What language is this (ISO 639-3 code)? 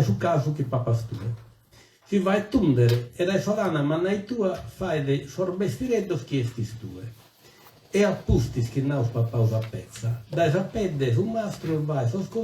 srd